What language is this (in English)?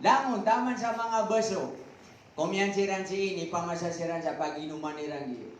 Maranao